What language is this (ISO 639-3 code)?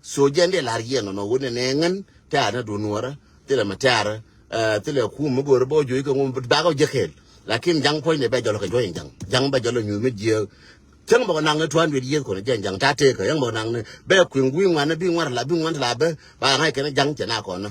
nus